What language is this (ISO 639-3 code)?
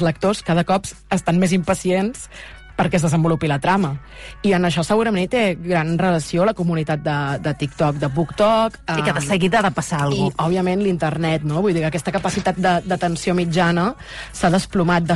cat